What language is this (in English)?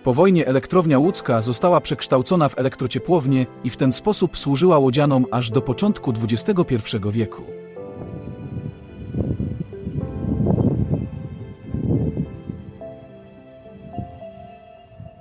Polish